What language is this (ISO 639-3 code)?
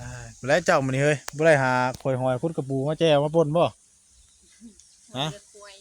tts